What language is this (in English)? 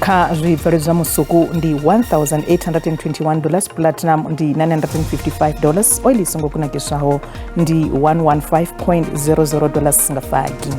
Venda